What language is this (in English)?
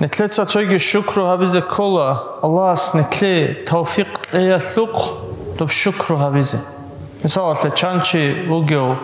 Avaric